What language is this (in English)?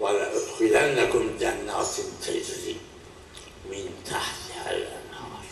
Zaza